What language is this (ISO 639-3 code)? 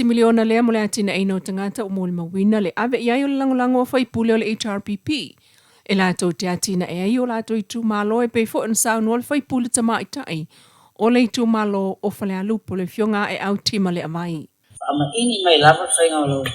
smo